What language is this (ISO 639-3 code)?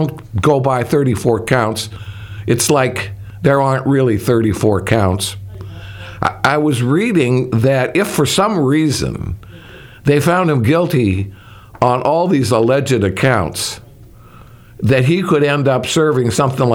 eng